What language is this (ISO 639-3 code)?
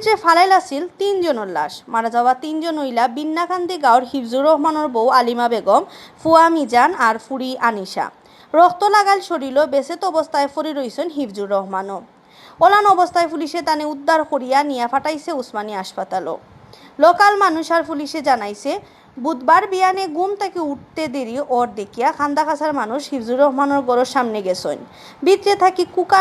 syl